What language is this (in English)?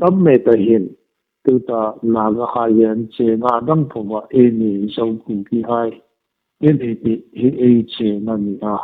Hmar